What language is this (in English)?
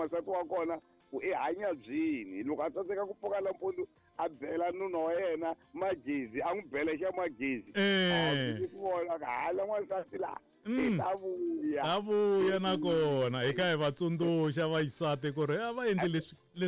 Tsonga